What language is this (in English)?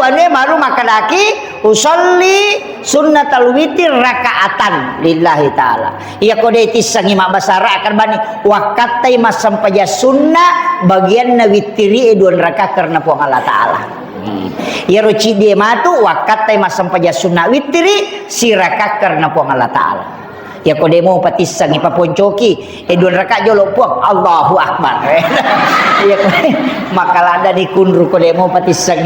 Buginese